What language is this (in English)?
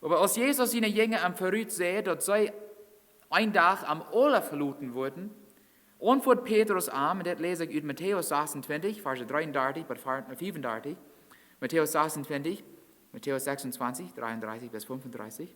Plautdietsch